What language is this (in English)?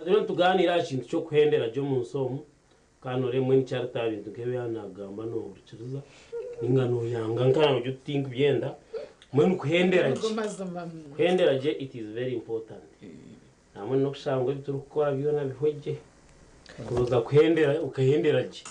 Nyankole